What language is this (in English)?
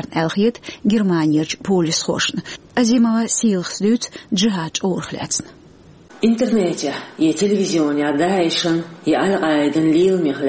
Chechen